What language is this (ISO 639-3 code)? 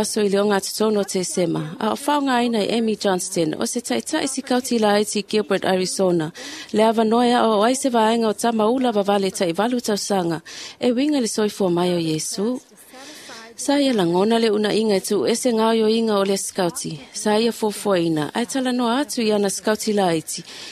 smo